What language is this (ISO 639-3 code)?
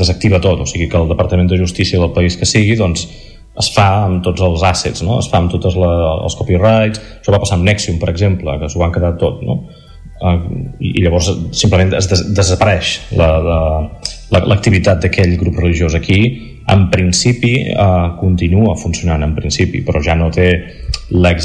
cat